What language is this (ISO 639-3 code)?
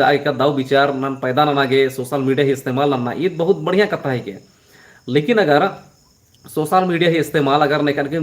kru